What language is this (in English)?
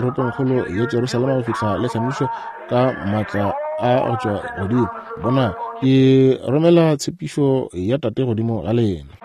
Northern Sotho